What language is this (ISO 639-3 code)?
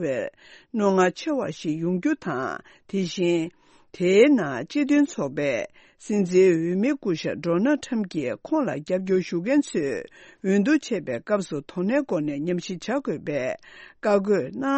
bod